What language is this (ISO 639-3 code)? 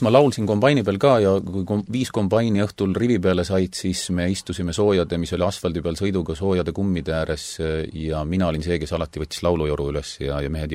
est